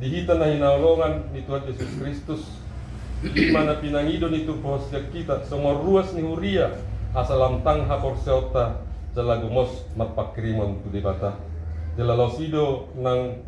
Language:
Batak Toba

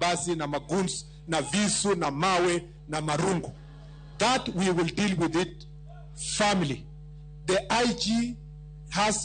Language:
Luo (Kenya and Tanzania)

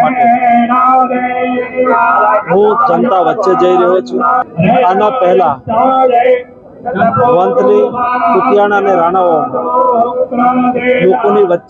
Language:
Gujarati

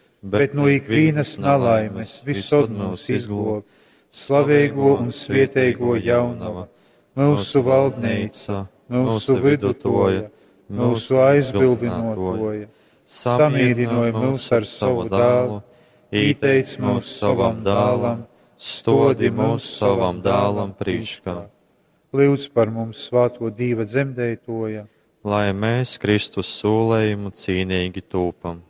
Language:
Latgalian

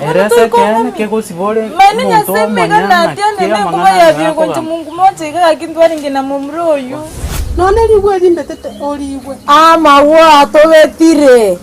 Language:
Gusii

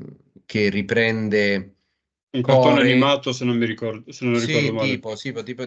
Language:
Italian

